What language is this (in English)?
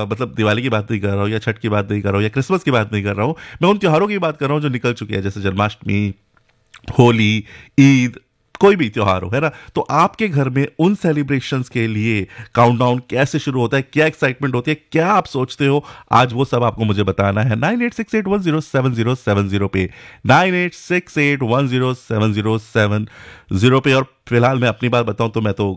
Hindi